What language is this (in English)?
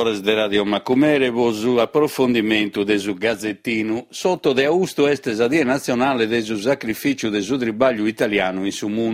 Sardinian